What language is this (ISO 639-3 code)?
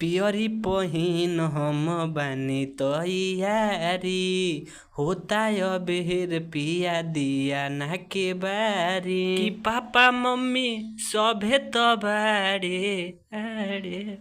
bho